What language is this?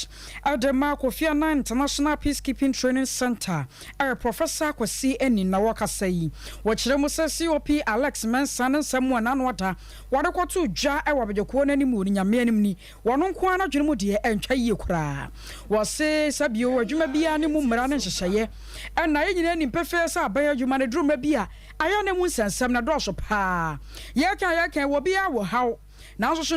Akan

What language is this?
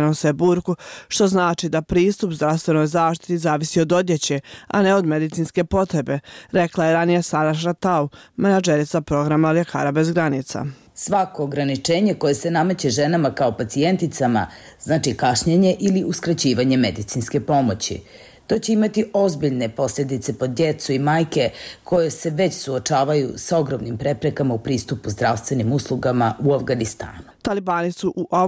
Bosnian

